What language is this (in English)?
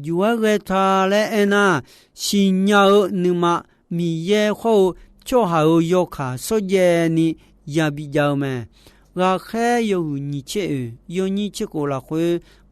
Akha